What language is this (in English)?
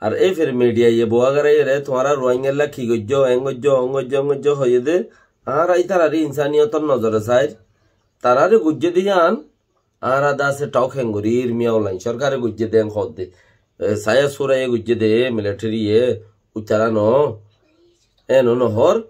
Rohingya